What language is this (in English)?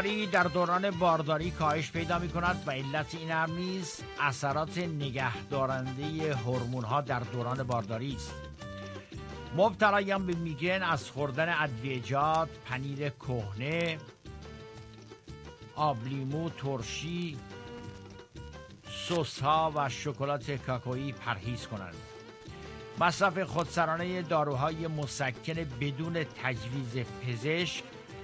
Persian